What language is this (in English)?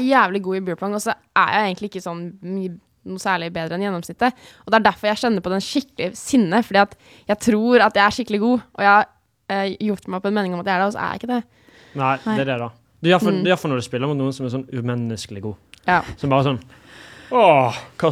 Norwegian